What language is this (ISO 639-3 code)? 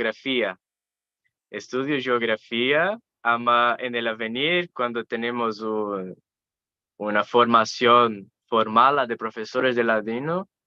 lad